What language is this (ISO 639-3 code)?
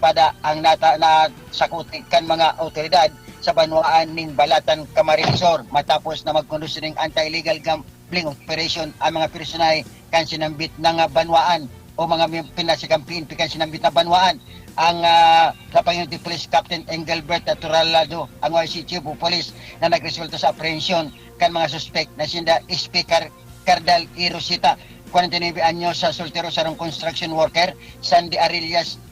bik